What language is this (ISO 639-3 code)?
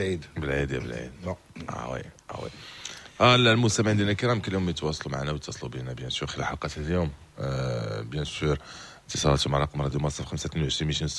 ary